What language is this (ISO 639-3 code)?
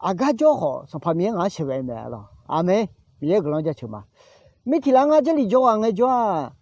ahk